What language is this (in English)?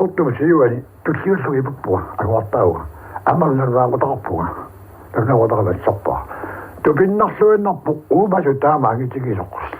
Kalaallisut